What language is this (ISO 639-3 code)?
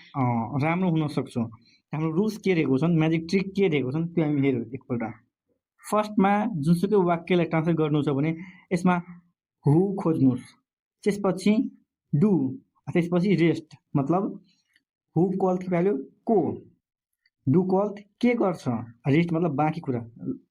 nep